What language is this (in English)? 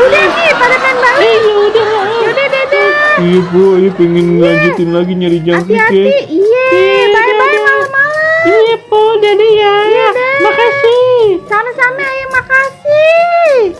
Betawi